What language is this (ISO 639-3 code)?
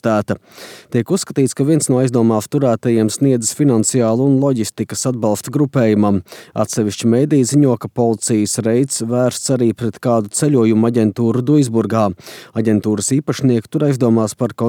lav